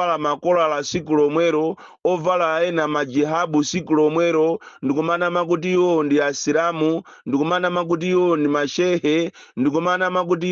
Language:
Nyanja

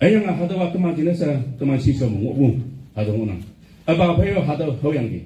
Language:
Konyak Naga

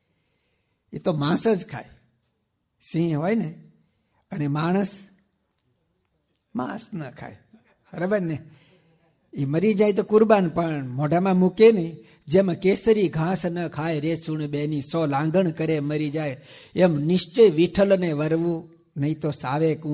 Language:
Gujarati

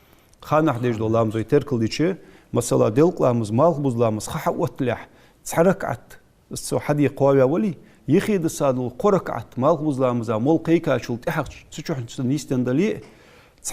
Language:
Ingush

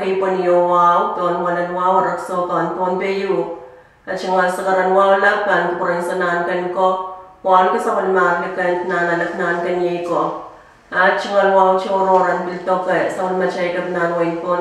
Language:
Pohnpeian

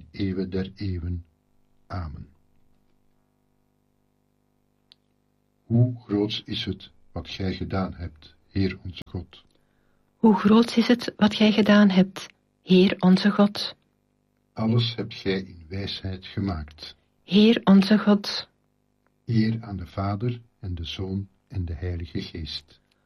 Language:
Dutch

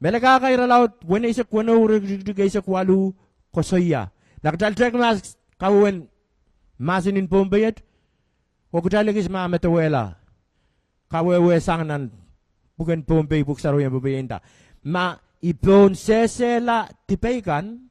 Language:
Pohnpeian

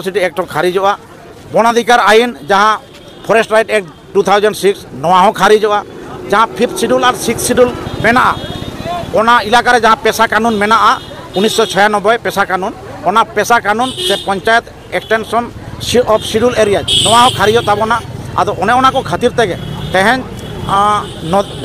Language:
Santali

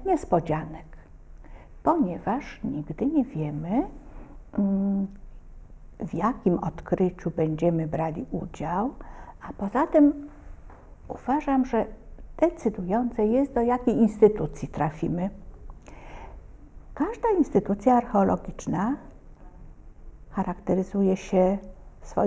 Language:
Polish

